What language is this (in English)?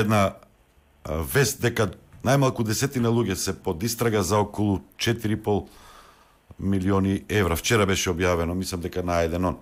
Macedonian